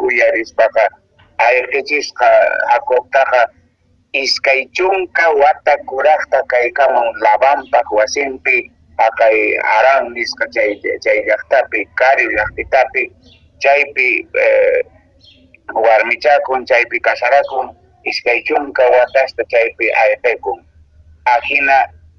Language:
Quechua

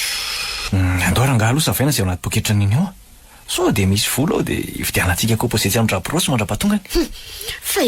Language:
Malagasy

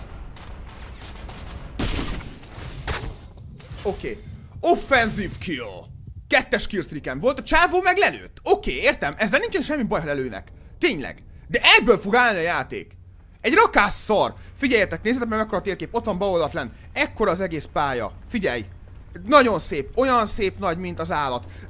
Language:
Hungarian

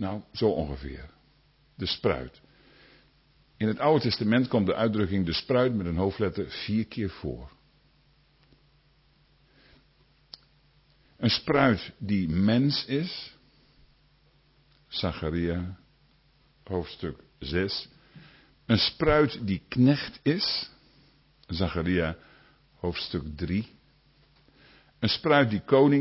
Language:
Dutch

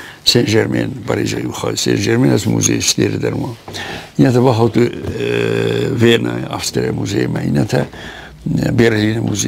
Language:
Ossetic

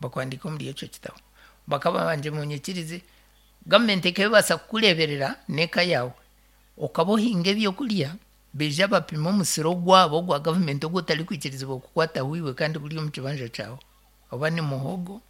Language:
Nyankole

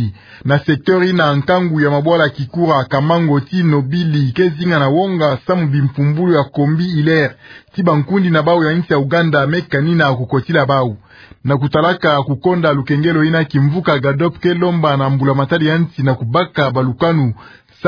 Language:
Kituba (Democratic Republic of Congo)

